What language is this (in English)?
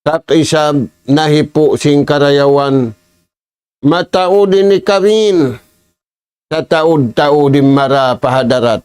Tausug